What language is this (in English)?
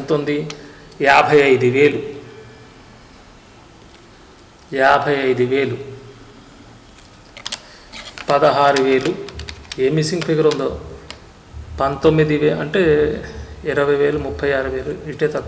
Telugu